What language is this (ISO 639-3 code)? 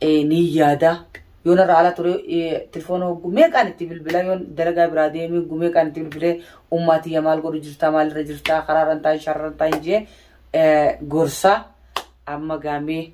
orm